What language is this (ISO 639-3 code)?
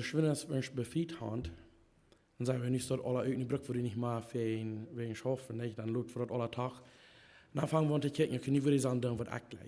pdt